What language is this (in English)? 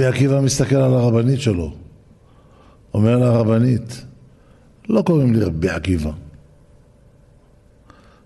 Hebrew